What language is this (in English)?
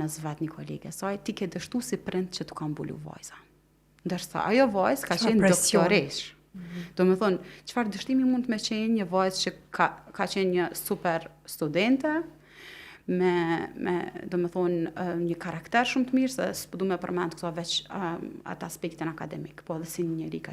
Albanian